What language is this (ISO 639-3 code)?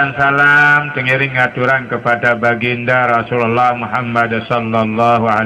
sas